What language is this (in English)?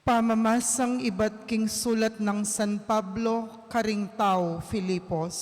Pampanga